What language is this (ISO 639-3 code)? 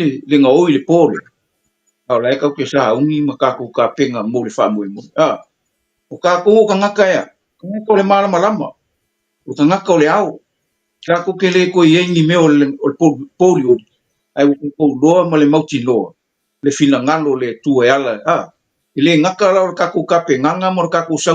smo